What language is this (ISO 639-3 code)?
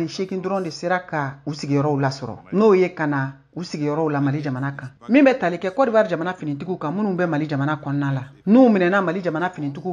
bam